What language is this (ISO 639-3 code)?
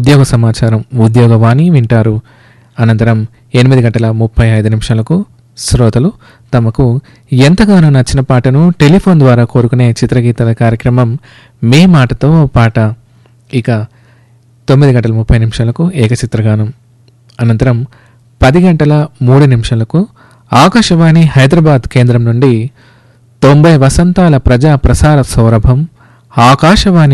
tel